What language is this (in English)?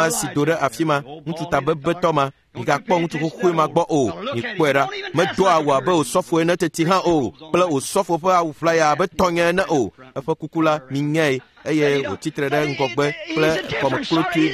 Ewe